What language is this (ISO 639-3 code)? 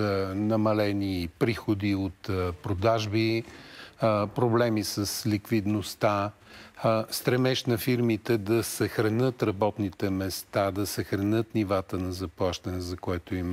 bul